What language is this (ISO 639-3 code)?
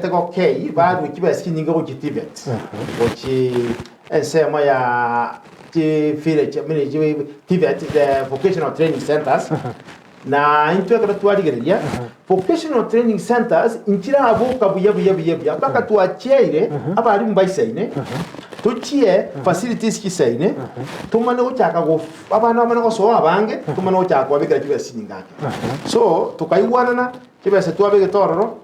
guz